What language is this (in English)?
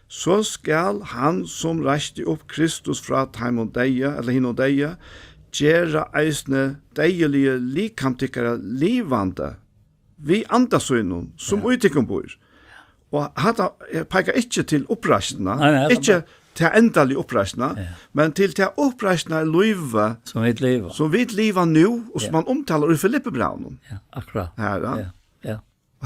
Faroese